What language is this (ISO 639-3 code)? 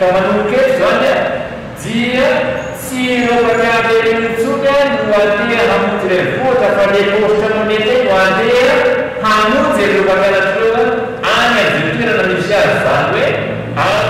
mlg